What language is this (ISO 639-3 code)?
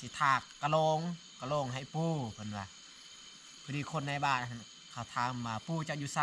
lao